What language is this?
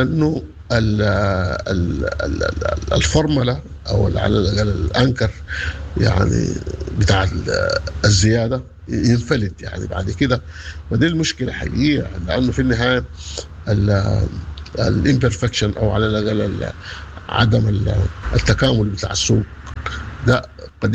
Sudanese Arabic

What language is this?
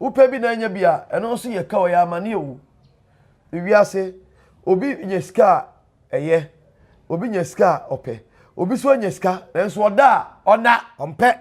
Akan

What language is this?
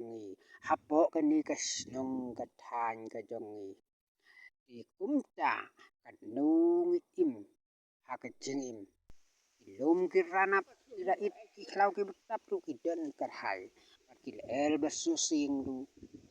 Khasi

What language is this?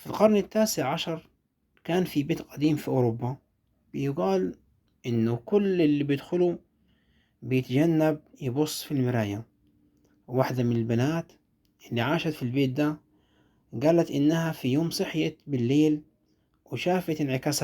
Egyptian Arabic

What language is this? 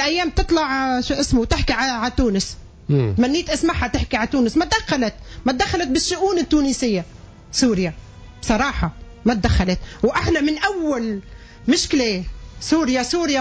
Tunisian Arabic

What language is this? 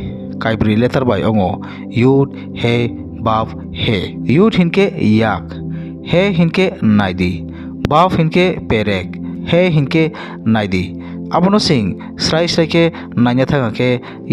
Kok Borok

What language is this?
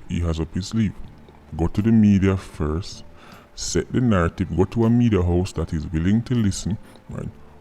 Jamaican Creole English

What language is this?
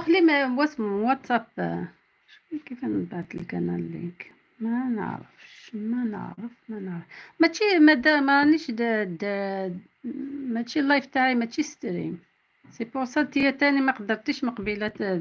Algerian Arabic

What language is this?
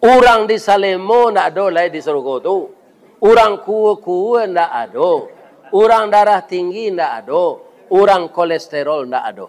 Minangkabau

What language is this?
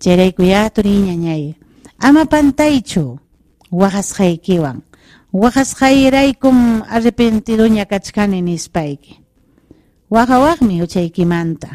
Ayacucho Quechua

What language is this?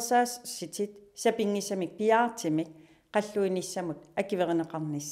Kalaallisut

